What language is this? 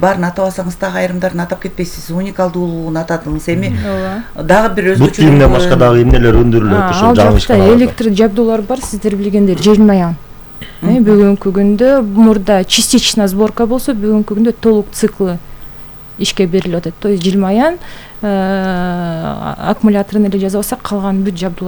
Kyrgyz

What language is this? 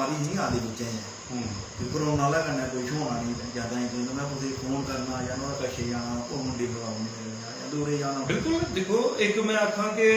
Dogri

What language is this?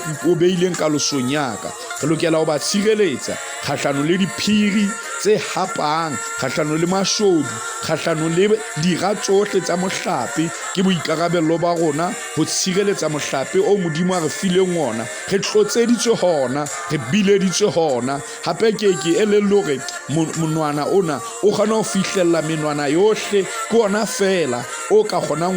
Southern Sotho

